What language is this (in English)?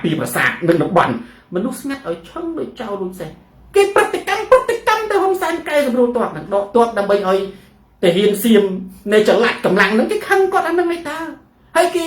Khmer